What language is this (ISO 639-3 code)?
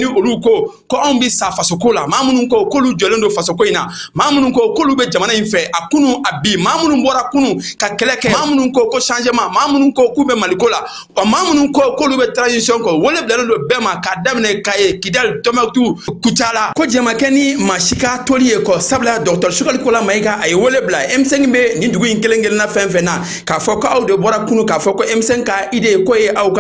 bam